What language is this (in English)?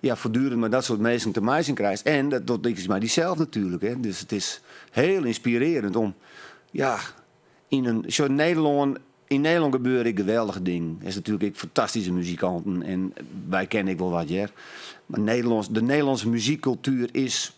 Western Frisian